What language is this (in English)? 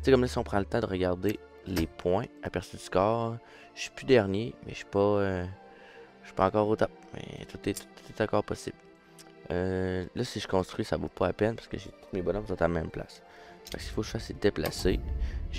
French